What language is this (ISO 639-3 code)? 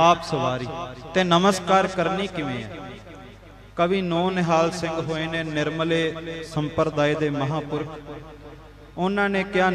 pan